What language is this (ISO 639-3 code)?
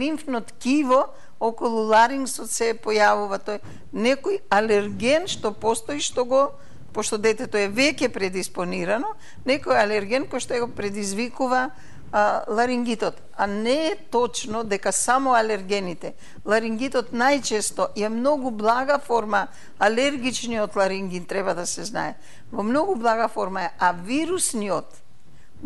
mkd